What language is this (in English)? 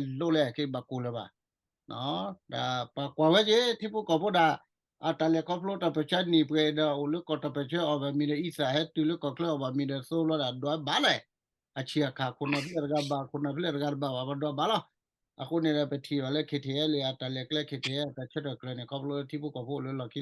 S'gaw Karen